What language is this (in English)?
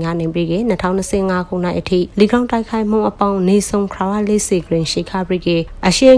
Burmese